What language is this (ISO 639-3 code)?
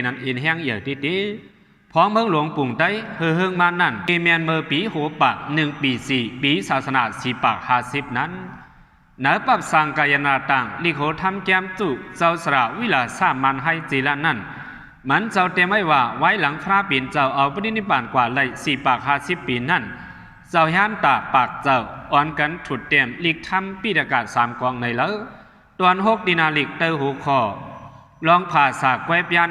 shn